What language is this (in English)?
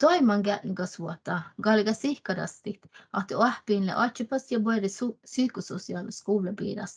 Northern Sami